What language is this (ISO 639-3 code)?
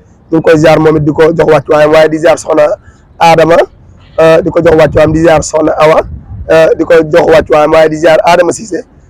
wol